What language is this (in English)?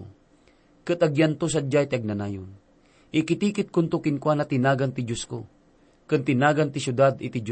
Iloko